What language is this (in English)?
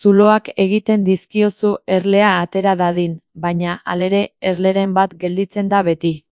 Basque